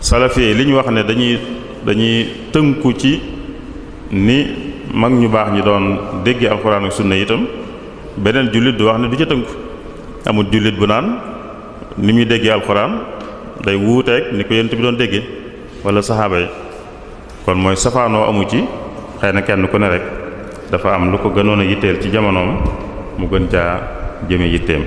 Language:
Wolof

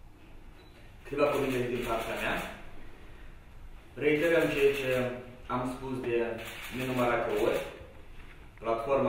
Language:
Romanian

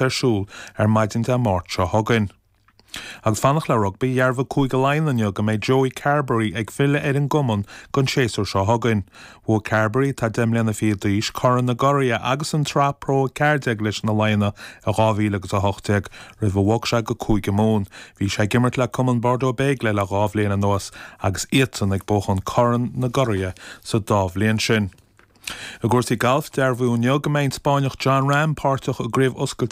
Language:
Irish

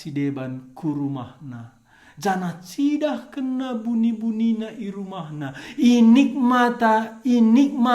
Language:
Batak Karo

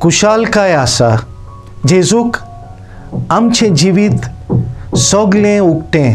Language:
Konkani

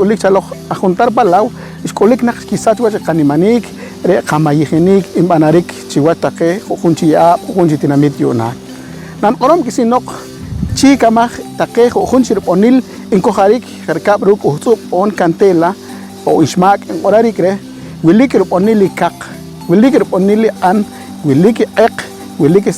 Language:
Poqomchi'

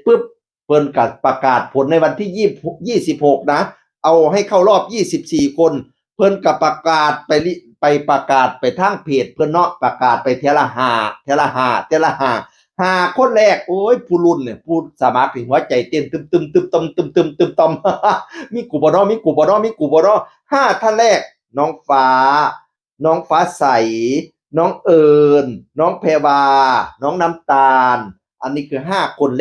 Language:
Northeastern Thai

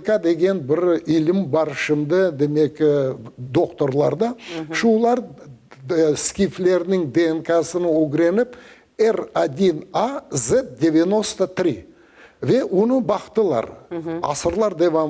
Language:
Crimean Tatar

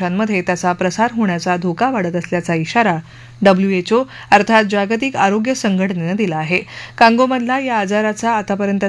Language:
Marathi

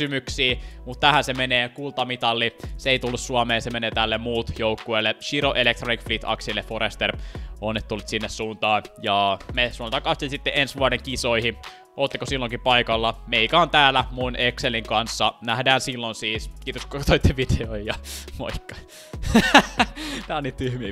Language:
Finnish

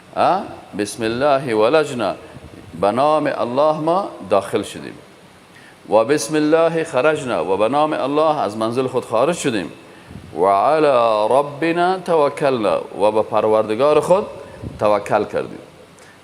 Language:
Persian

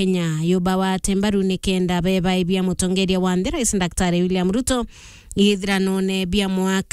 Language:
Meru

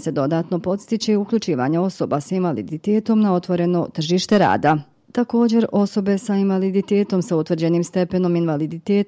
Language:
Bosnian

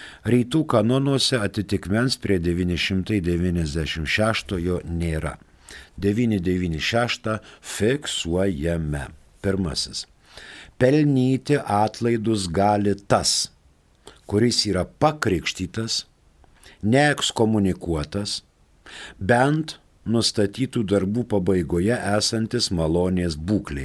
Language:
Lithuanian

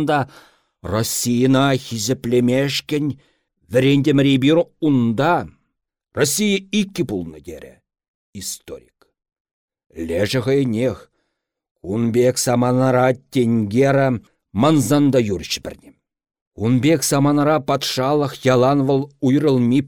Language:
Chuvash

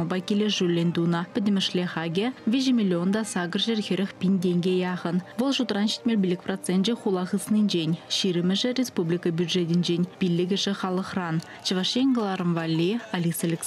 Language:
Chuvash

